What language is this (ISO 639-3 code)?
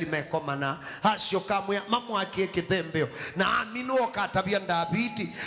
kam